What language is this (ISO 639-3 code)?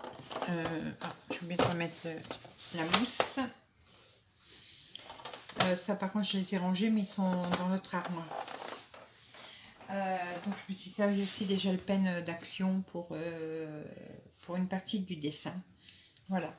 fra